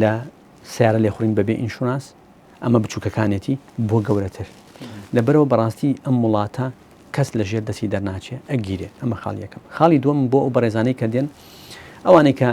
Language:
Central Kurdish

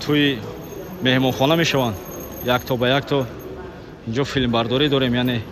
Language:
Tajik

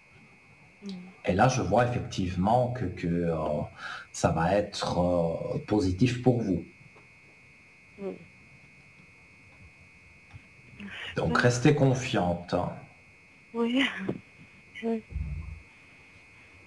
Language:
French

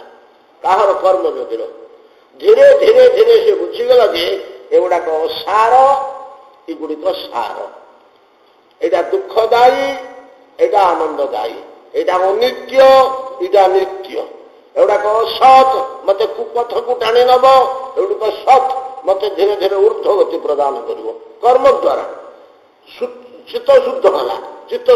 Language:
Odia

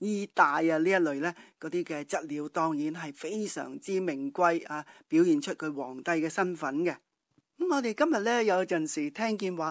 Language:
Cantonese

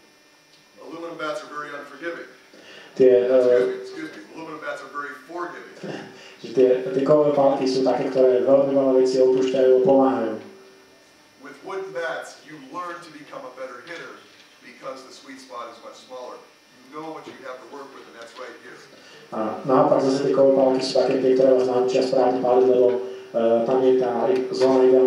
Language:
Slovak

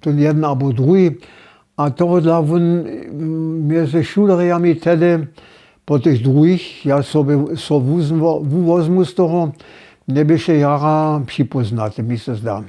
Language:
Upper Sorbian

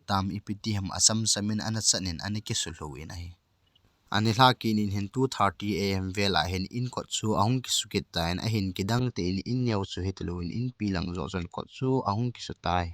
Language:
Thado Chin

